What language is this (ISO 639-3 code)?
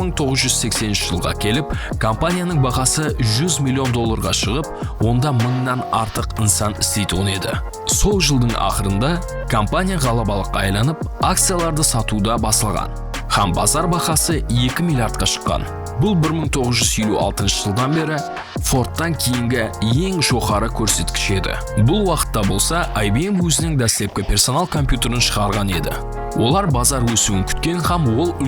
kaa